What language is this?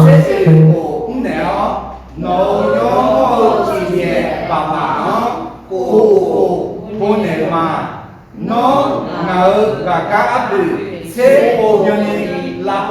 Akha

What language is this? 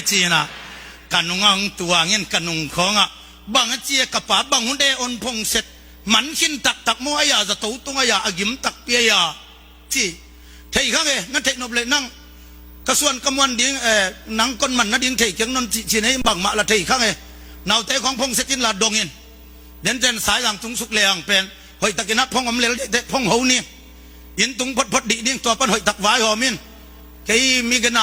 Tedim Chin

